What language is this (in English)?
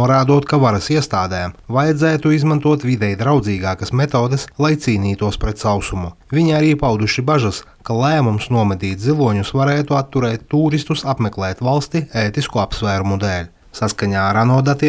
Latvian